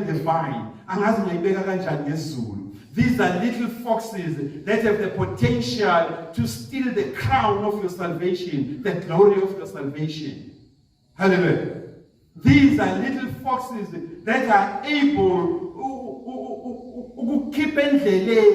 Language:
Zulu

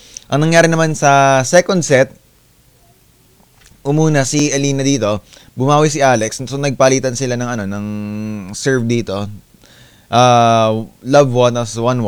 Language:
Filipino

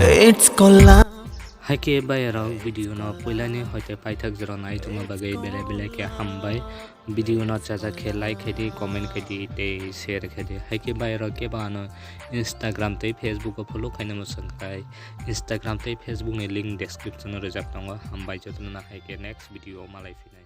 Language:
Kok Borok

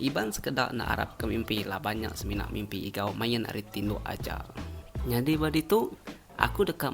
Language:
Iban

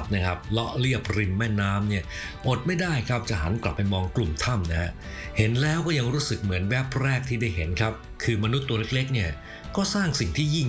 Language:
Thai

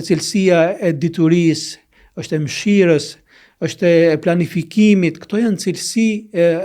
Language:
Albanian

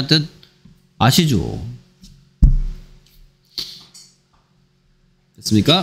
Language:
Korean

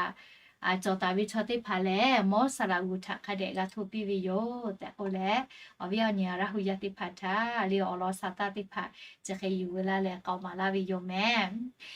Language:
Lahu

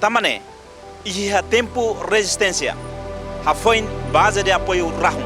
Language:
Tetum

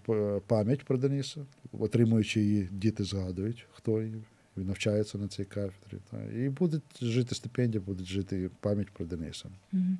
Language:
Ukrainian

